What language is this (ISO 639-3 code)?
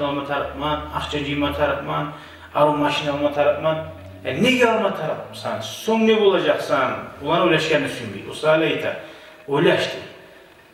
kum